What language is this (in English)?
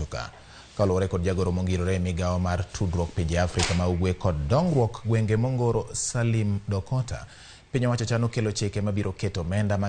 Luo (Kenya and Tanzania)